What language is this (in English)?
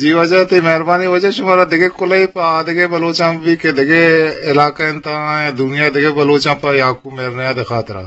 Eastern Balochi